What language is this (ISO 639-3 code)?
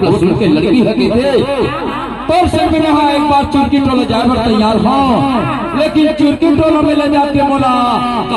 hne